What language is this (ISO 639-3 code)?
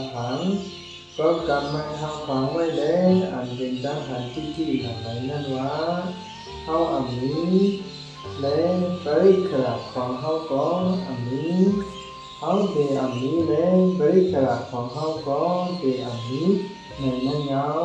shn